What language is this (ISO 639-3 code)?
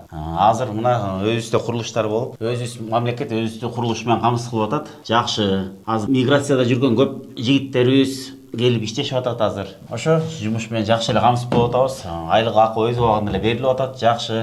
kir